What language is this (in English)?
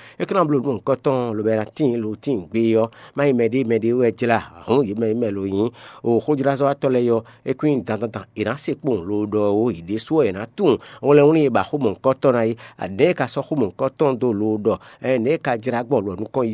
Fon